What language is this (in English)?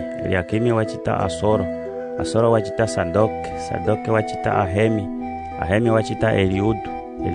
Umbundu